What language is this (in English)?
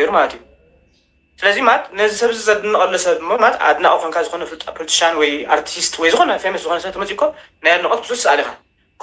Tigrinya